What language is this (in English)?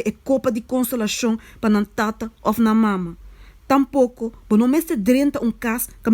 Papiamento